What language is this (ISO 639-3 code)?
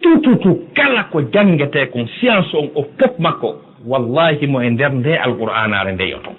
ful